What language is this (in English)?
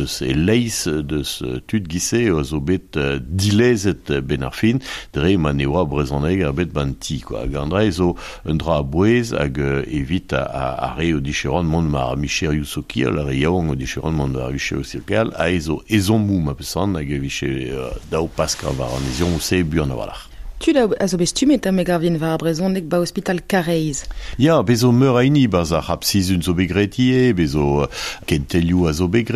Breton